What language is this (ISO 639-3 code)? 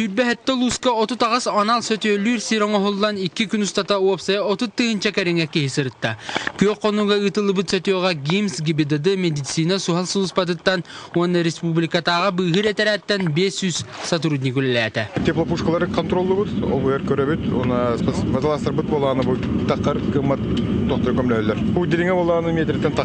sah